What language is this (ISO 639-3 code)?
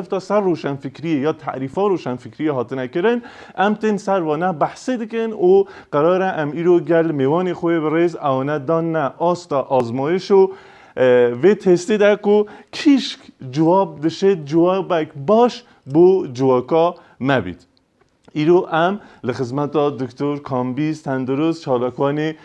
kur